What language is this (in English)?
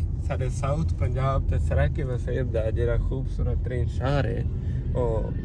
Saraiki